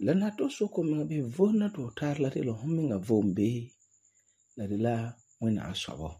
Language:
Frafra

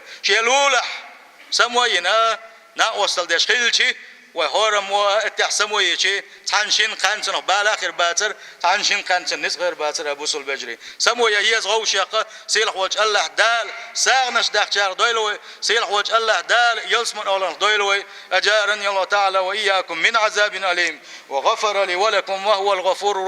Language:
Chechen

